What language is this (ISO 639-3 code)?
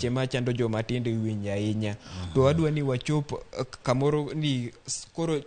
luo